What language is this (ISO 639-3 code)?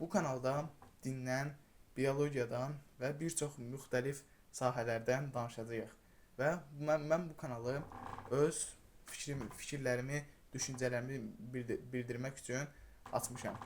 aze